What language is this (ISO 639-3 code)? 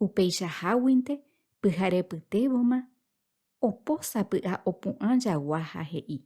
grn